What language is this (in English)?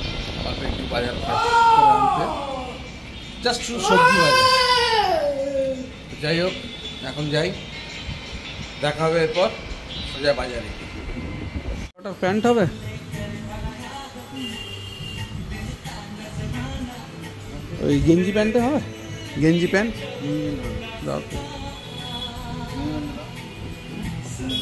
Bangla